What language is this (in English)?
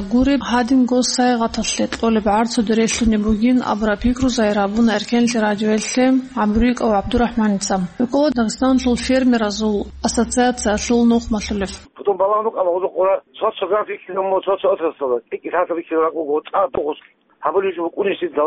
Avaric